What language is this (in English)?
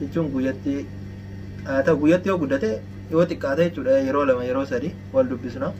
Oromo